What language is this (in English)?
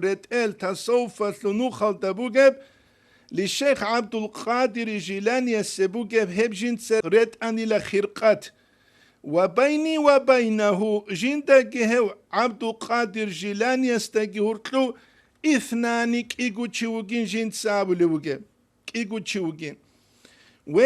Avaric